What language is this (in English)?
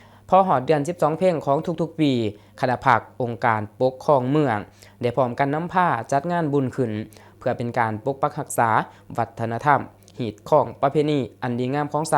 Lao